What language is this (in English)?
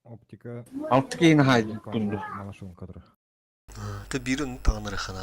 Yakut